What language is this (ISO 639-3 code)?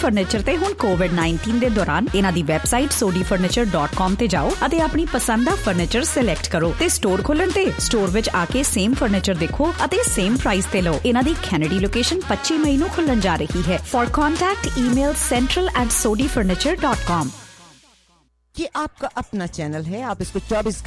pan